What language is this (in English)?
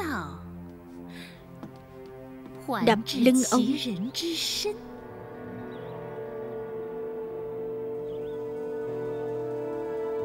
Vietnamese